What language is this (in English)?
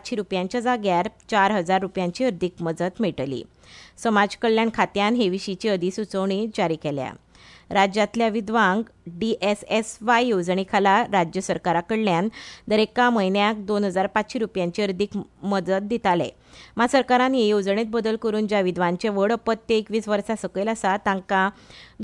Konkani